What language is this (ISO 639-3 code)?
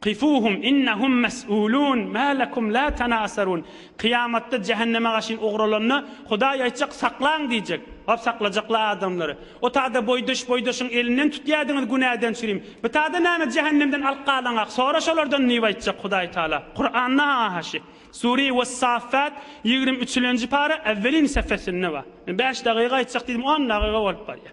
tuk